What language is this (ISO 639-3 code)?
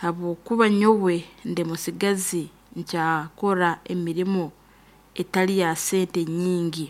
nyo